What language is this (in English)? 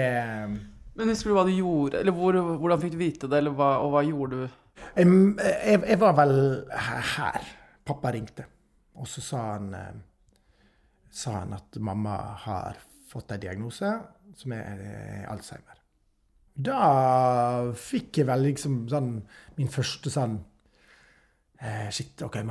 Norwegian